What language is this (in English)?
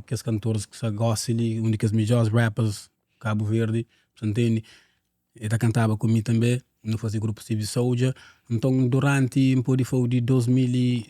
Kabuverdianu